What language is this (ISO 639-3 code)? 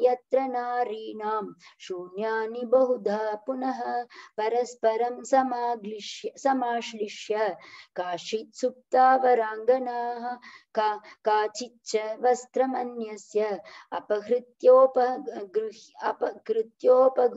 san